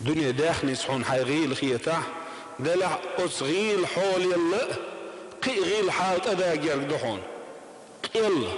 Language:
Chechen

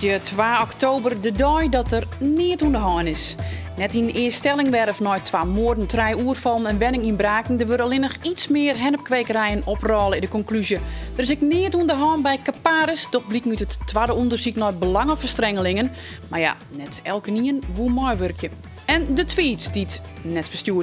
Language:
Western Frisian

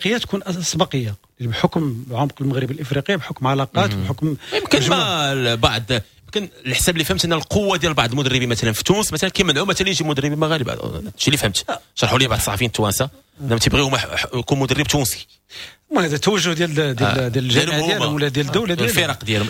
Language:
Moroccan Arabic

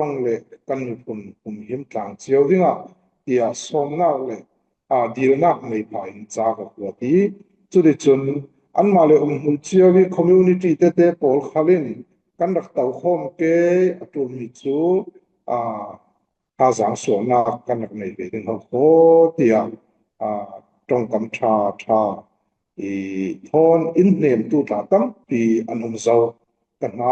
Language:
Falam Chin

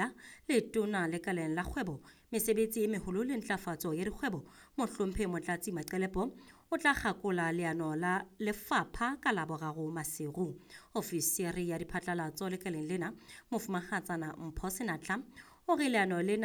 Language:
Southern Sotho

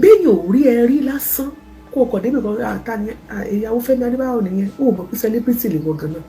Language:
Yoruba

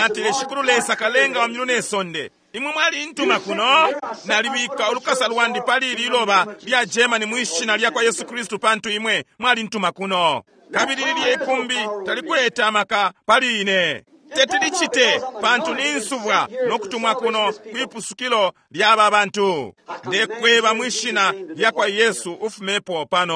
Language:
Bemba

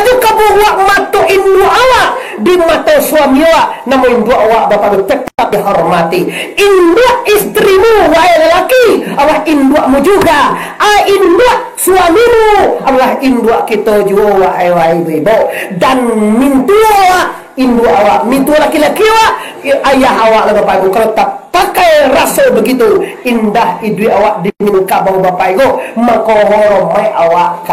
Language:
Minangkabau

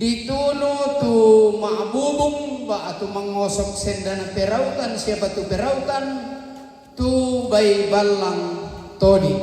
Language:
Toraja-Sa'dan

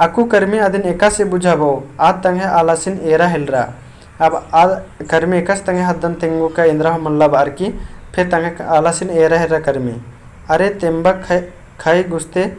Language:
Kurukh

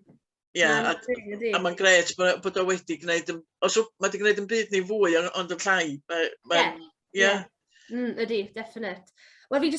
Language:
Welsh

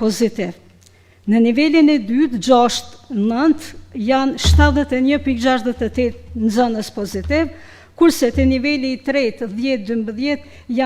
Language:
Albanian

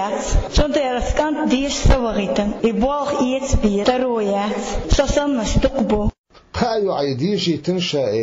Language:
Chechen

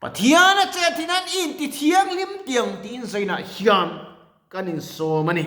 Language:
Mizo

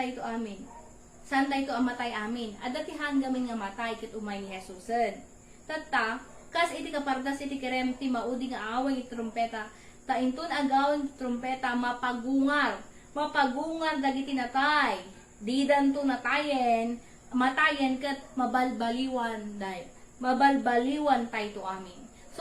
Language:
Iloko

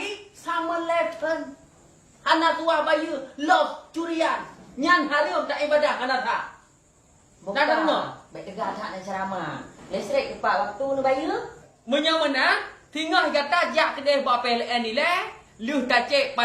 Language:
Achinese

